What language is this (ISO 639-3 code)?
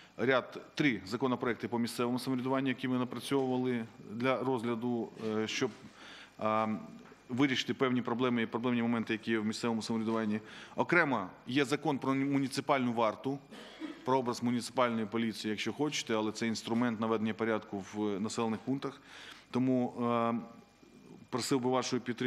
ukr